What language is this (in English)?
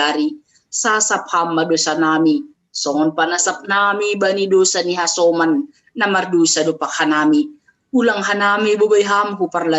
Batak Simalungun